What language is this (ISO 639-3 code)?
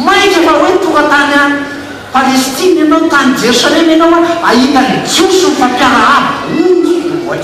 mlg